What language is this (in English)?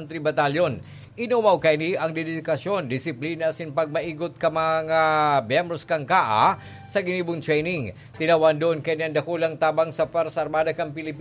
Bikol